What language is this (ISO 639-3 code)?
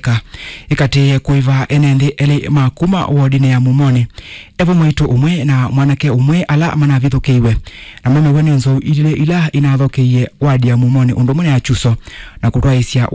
kam